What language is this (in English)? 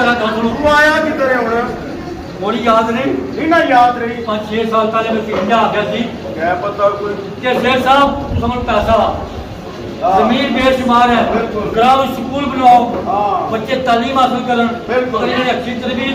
Pahari-Potwari